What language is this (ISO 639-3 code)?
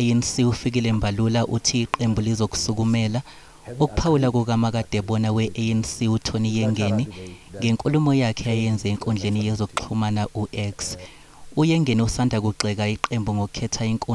zul